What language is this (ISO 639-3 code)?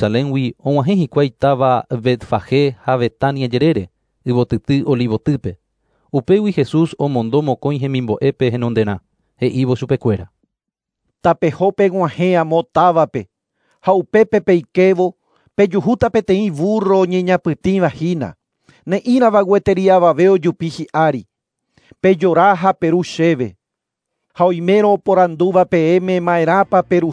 grn